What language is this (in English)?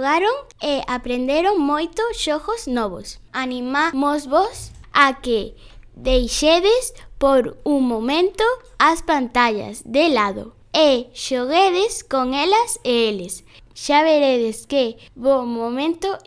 Galician